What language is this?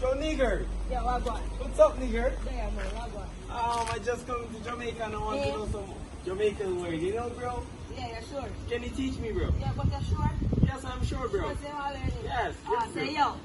Jamaican Creole English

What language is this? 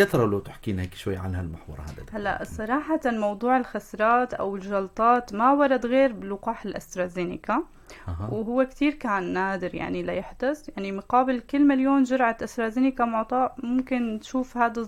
North Levantine Arabic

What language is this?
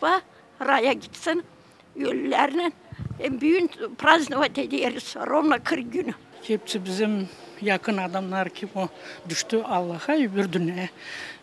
Gagauz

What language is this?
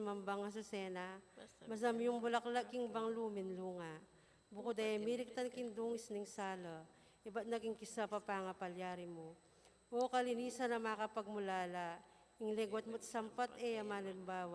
Pampanga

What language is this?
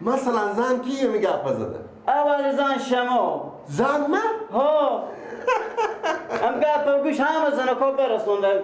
Persian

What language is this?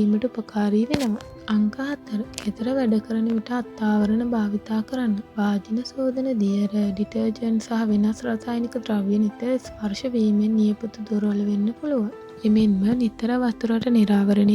Sinhala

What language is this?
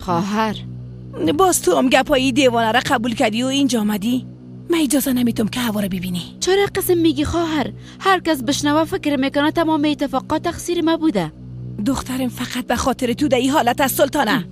Persian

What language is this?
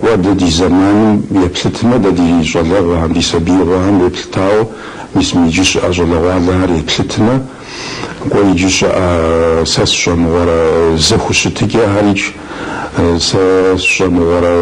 Kabardian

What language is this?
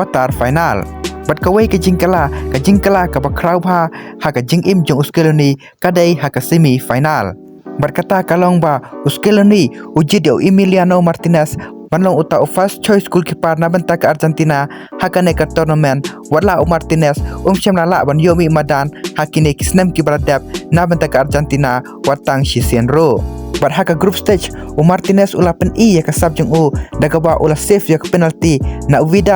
Khasi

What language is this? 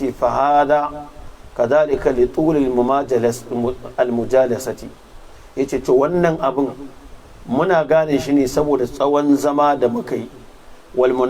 Hausa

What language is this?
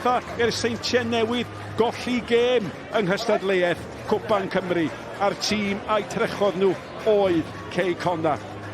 Welsh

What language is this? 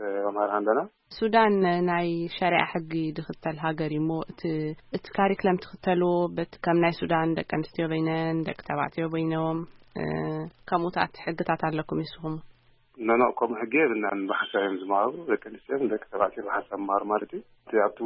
Tigrinya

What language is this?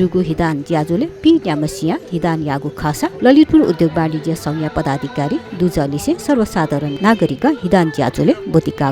Newari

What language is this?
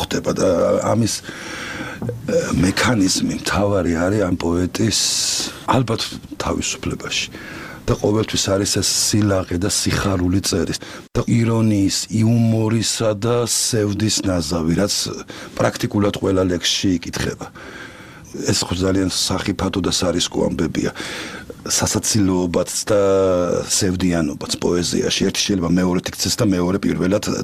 Georgian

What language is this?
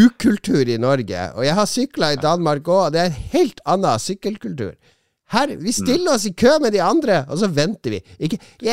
Norwegian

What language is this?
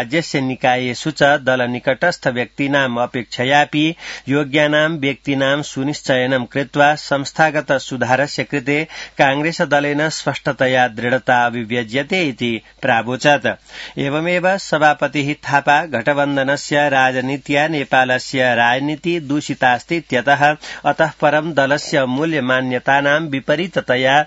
Sanskrit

